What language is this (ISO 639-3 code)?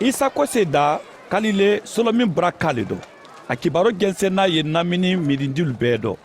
man